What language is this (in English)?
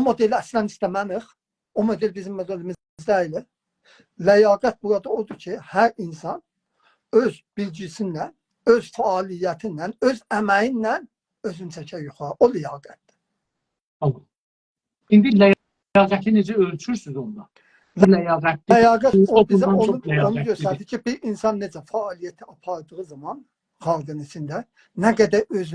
South Azerbaijani